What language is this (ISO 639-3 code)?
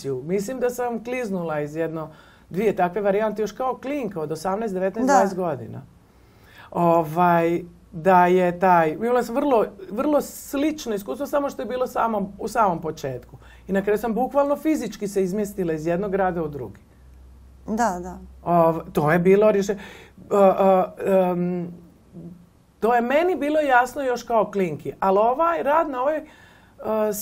srp